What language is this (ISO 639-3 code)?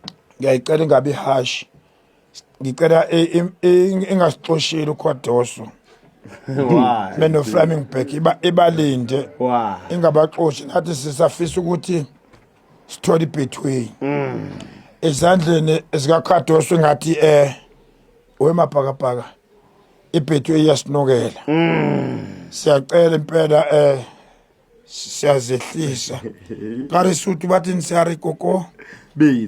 zul